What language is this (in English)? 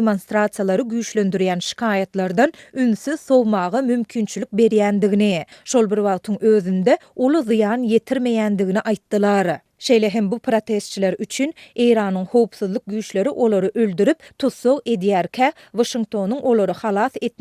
Turkmen